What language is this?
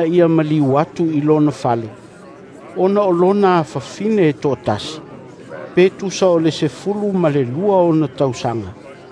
Samoan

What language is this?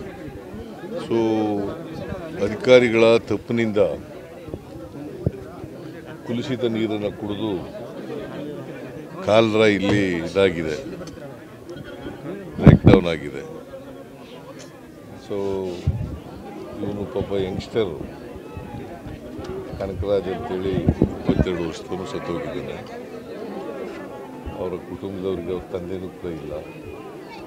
Kannada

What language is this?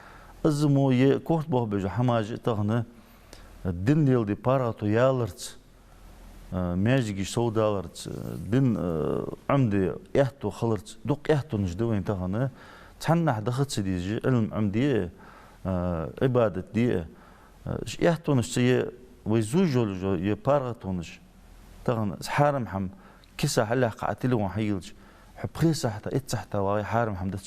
Ingush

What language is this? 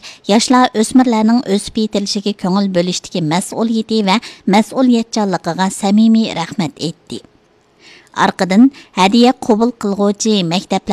Uyghur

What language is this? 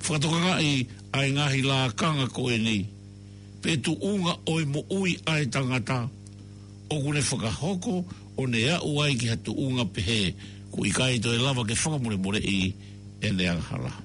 Tongan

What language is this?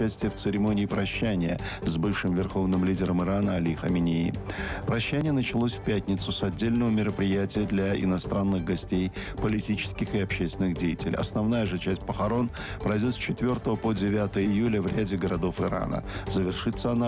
Russian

